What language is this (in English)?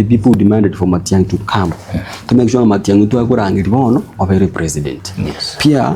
Gusii